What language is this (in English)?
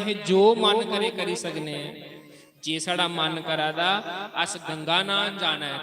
Dogri